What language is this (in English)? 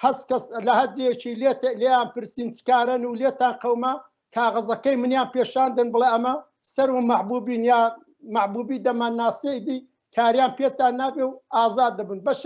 Central Kurdish